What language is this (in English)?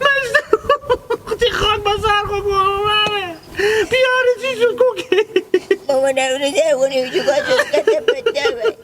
Hazaragi